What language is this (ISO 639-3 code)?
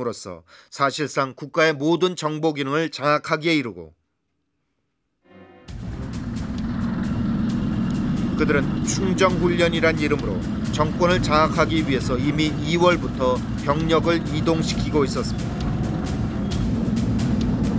kor